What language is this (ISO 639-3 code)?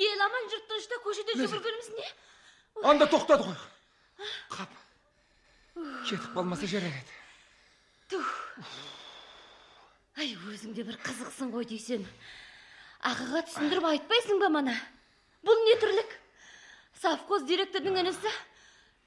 kaz